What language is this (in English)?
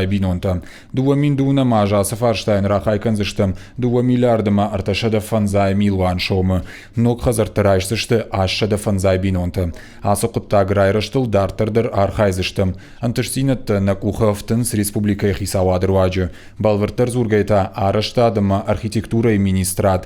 Ossetic